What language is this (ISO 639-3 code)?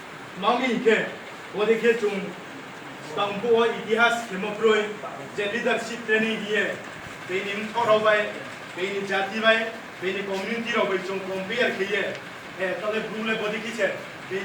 ria